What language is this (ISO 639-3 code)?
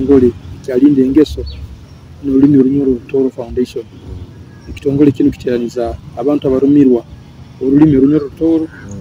nyo